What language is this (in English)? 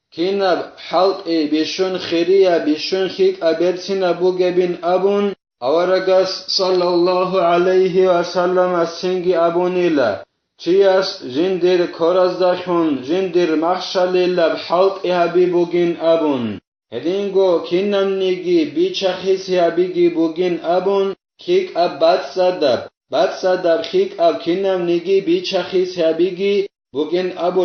Avaric